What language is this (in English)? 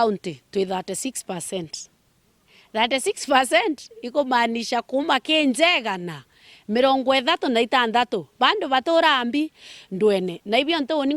Meru